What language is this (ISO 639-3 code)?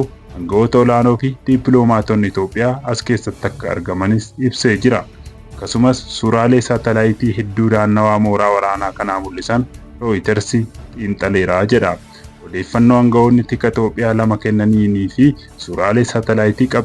orm